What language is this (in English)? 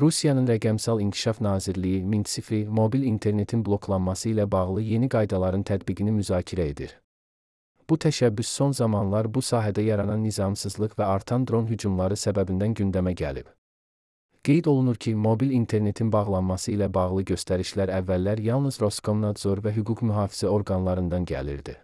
Azerbaijani